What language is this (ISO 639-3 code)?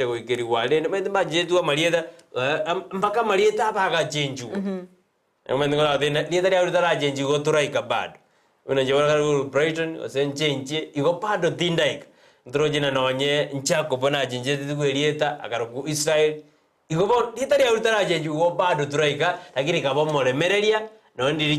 guz